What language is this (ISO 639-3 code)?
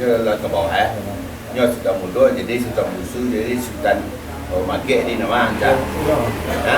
min